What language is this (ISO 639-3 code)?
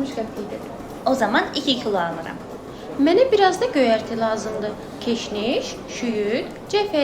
aze